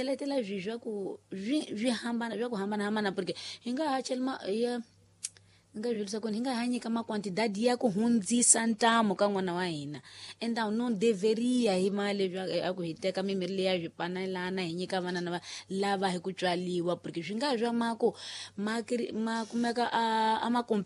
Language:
Tsonga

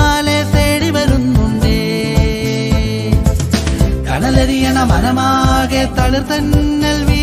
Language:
Malayalam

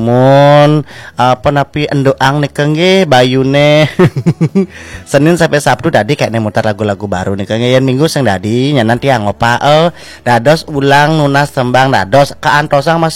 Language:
Balinese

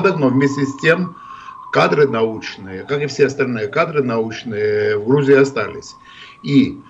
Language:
Russian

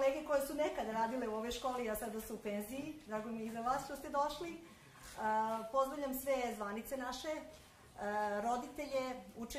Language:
Serbian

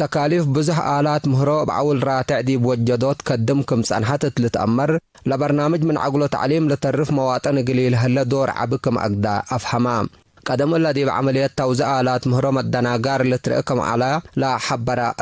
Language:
Tigre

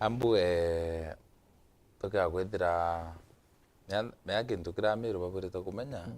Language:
Meru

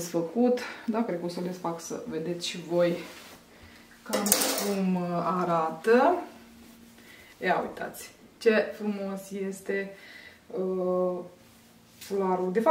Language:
Romanian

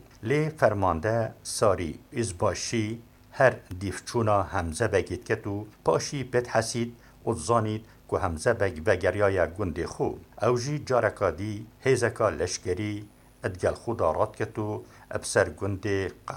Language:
Kurdish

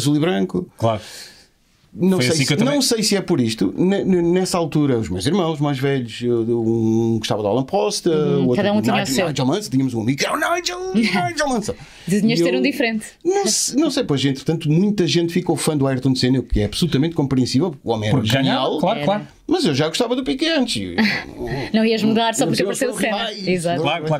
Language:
Portuguese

